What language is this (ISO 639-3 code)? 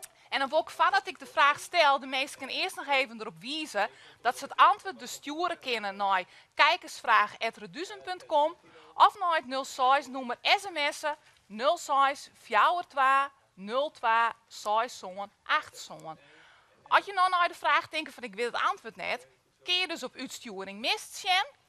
fry